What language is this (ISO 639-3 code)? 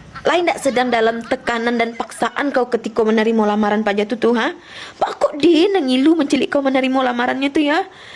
min